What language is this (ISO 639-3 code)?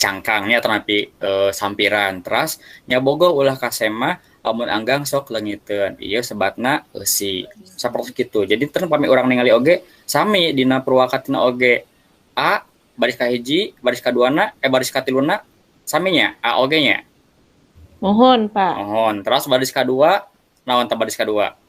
sun